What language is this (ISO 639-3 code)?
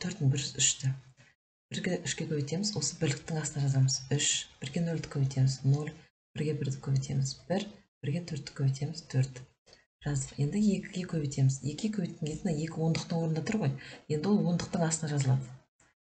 kaz